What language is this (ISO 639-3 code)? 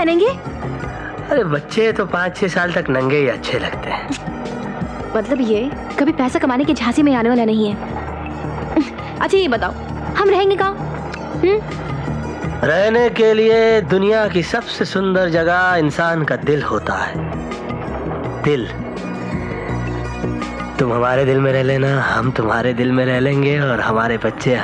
hin